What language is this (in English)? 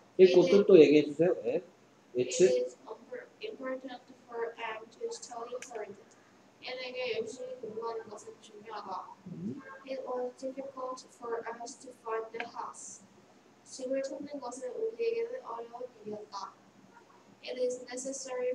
Korean